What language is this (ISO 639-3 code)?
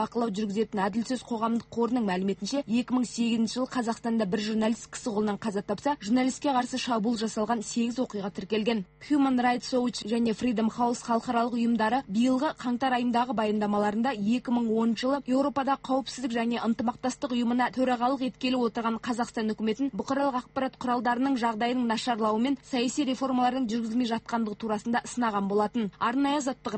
kaz